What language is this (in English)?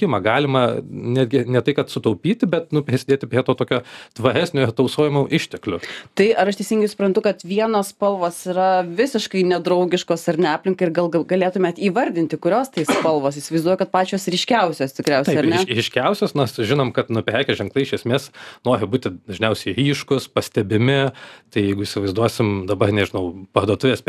Lithuanian